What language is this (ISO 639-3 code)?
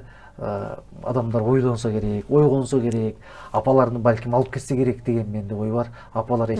kir